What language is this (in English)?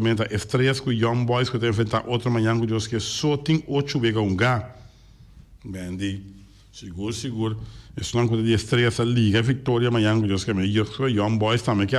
Papiamento